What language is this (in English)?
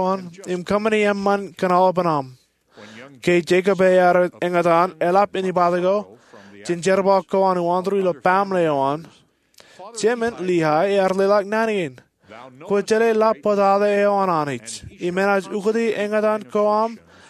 Marshallese